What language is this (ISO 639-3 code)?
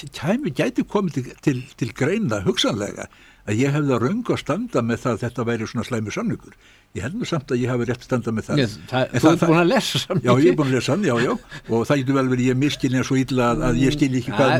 isl